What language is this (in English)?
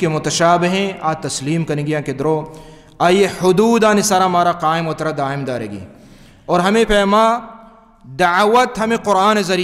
Baluchi